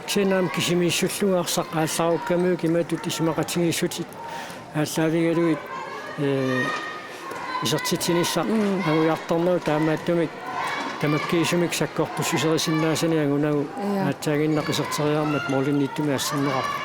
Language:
Kalaallisut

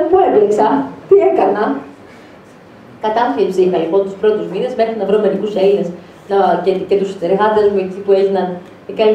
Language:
Greek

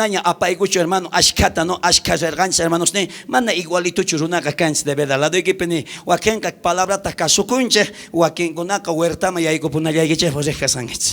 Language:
South Bolivian Quechua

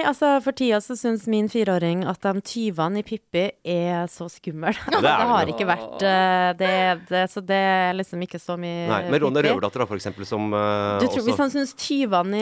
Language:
Norwegian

